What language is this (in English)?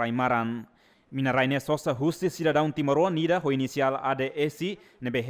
Tetum